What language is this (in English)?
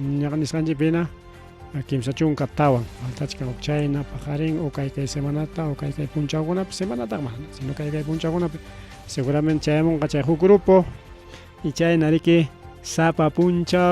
Ayacucho Quechua